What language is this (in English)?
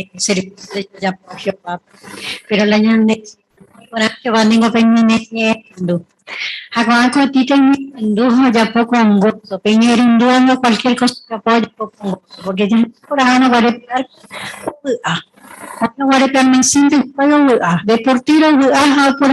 Guarani